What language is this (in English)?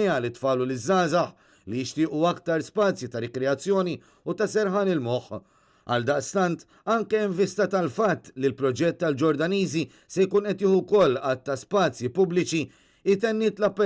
Maltese